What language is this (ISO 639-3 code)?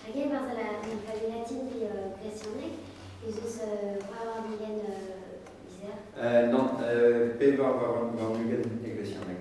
bre